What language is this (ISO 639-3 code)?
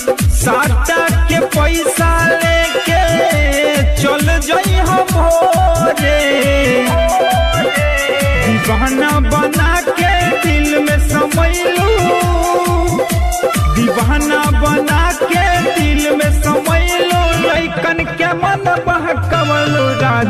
bho